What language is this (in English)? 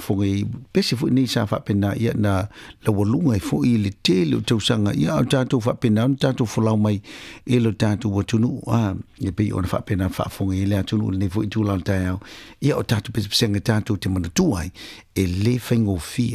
Samoan